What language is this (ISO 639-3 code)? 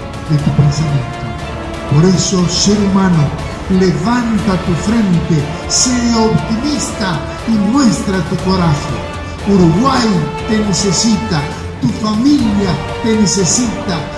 spa